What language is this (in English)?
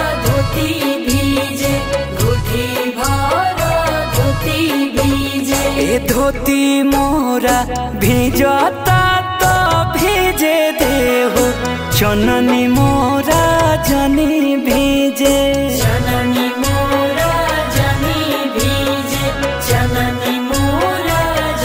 Bhojpuri